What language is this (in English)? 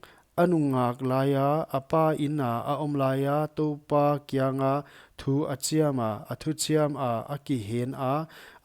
Paite Chin